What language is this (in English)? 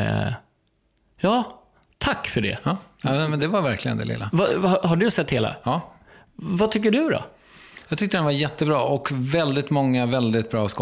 Swedish